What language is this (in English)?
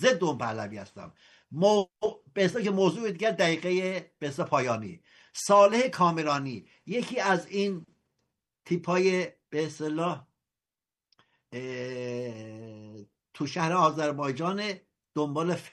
Persian